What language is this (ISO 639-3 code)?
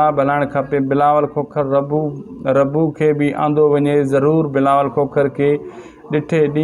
snd